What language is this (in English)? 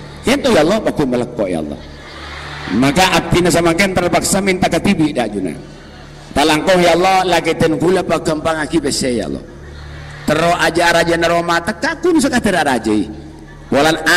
Madurese